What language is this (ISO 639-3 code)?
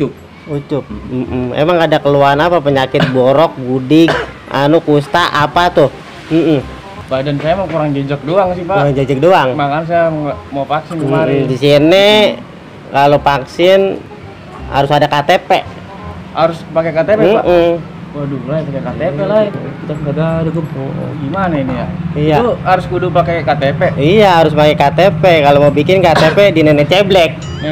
bew